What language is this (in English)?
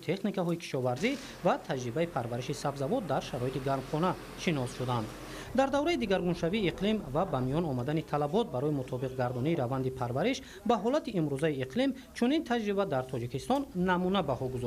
Tajik